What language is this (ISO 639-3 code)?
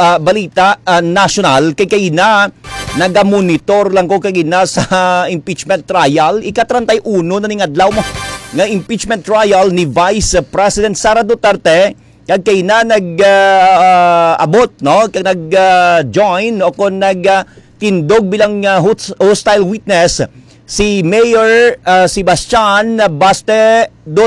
hil